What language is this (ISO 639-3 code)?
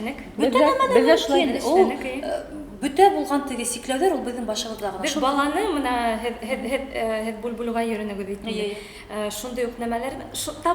bak